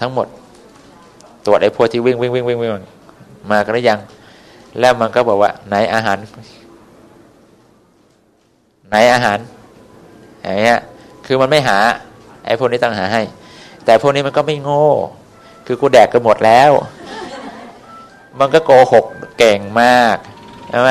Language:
Thai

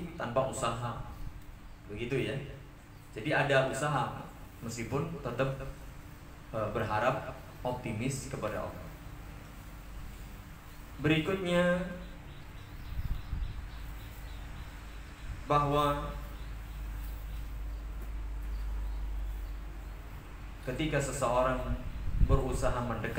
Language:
Indonesian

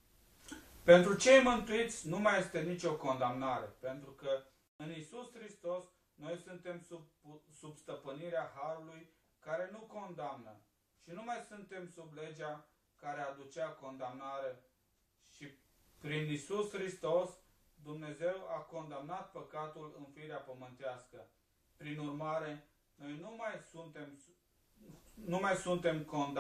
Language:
Romanian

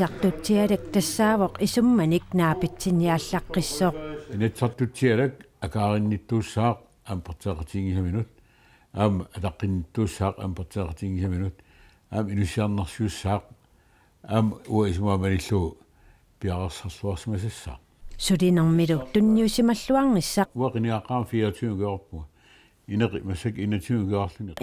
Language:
Kalaallisut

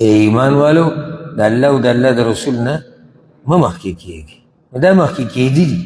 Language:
Pashto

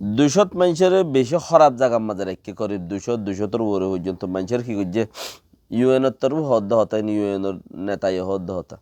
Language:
Rohingya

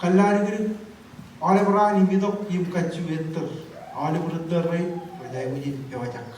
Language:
Marshallese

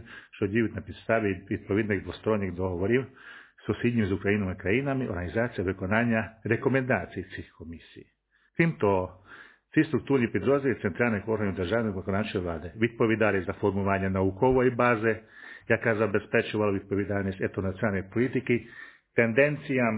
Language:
Ukrainian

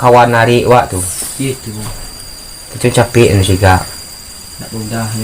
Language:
Minangkabau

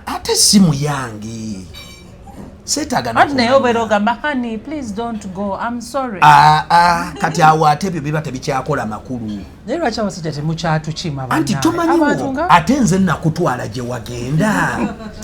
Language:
Ganda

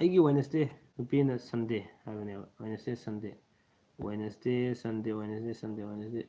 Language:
Manipuri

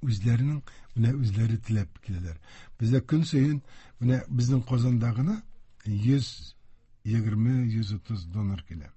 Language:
Tatar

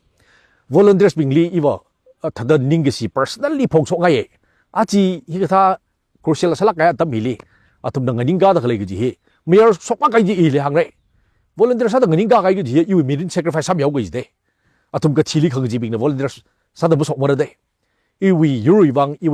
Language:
Tangkhul Naga (India)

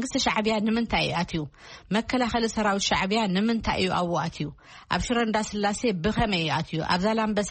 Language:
Tigrinya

